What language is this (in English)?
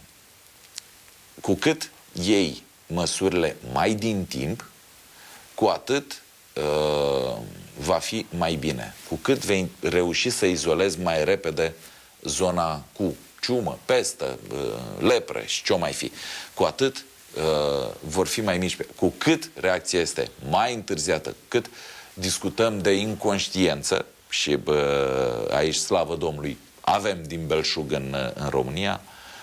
Romanian